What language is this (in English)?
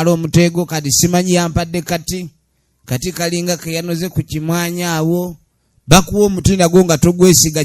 Ganda